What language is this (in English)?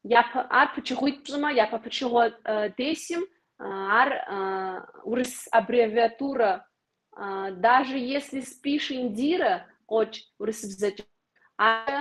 Kabardian